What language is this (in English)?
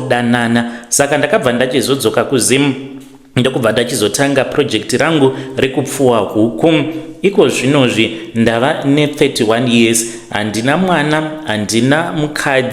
Shona